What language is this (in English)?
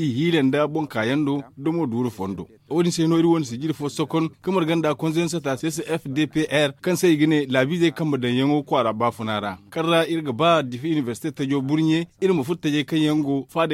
Zarma